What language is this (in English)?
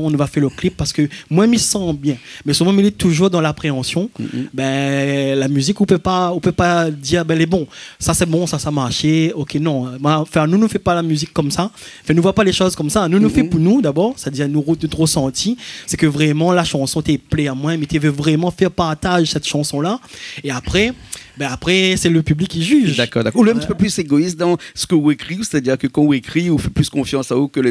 Réunion Creole French